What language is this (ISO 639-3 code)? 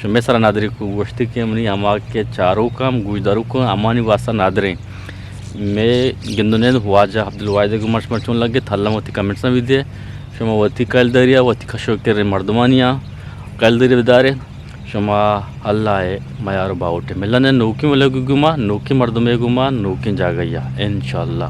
bgp